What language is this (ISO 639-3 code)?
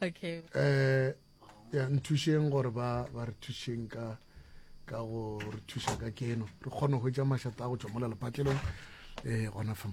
nso